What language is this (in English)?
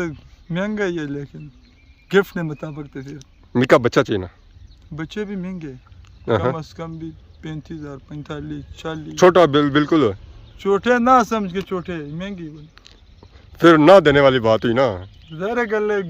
Pahari-Potwari